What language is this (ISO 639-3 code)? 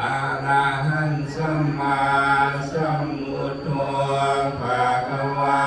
tts